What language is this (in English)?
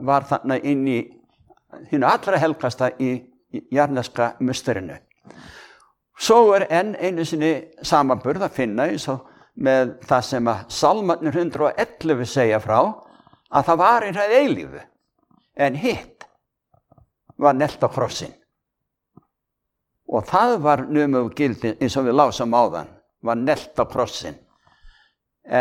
Icelandic